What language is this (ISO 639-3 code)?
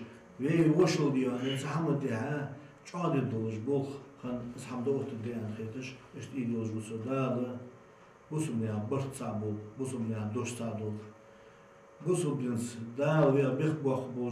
inh